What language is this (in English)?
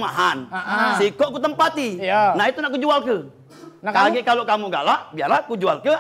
Musi